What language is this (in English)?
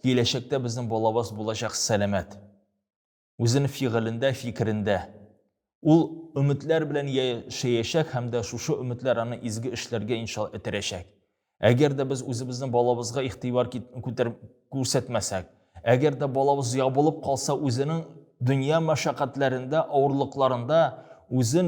Tatar